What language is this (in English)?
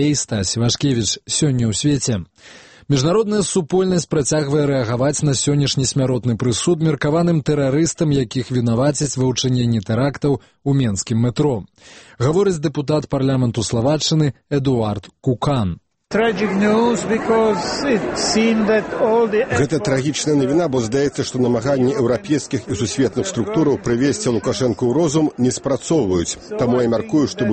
Belarusian